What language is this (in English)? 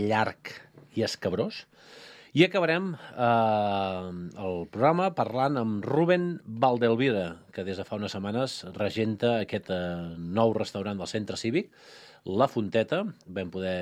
Catalan